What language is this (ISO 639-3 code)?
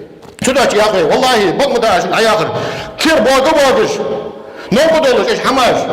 inh